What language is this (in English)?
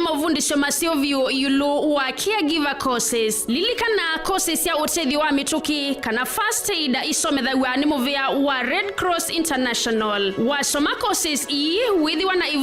Kamba